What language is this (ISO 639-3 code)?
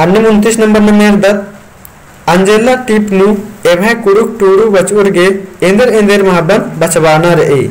kru